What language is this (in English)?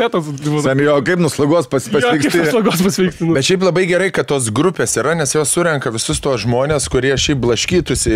Lithuanian